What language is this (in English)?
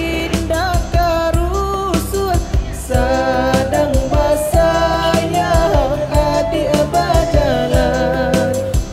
Minangkabau